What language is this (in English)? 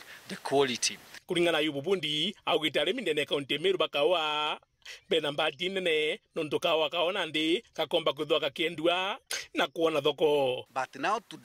Meru